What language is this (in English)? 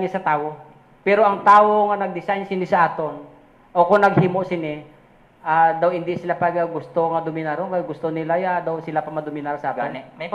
Hiligaynon